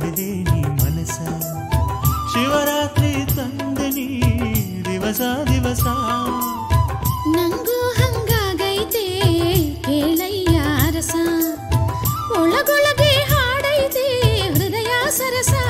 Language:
Kannada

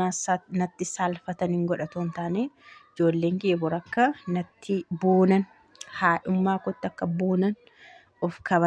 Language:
Oromo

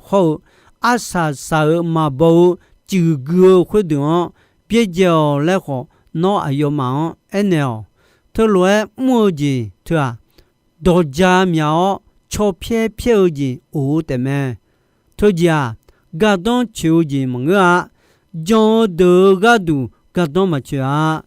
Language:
Akha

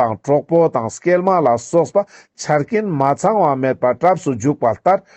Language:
Ladakhi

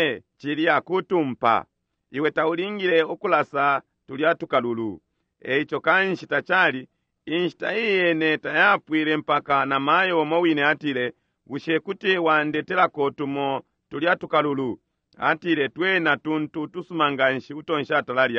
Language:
Bemba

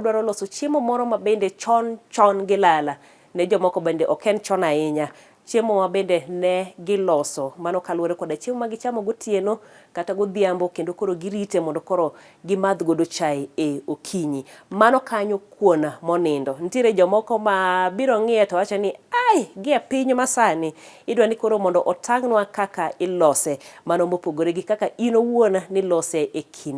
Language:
Luo (Kenya and Tanzania)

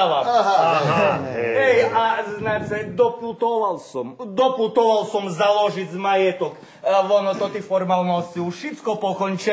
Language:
Rusyn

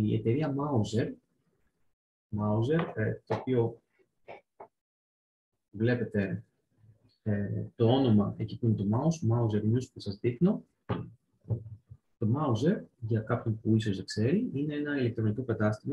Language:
Greek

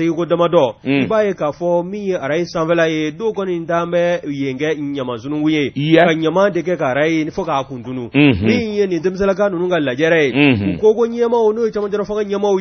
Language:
Bambara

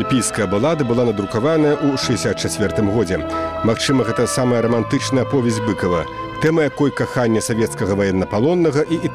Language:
Belarusian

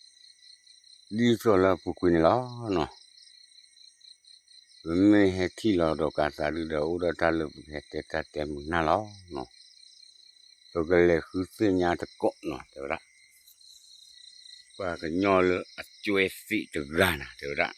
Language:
S'gaw Karen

